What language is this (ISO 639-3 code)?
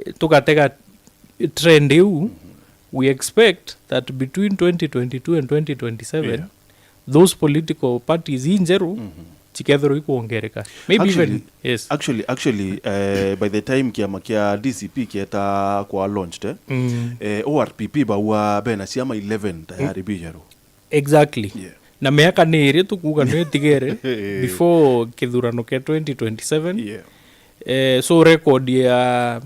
mer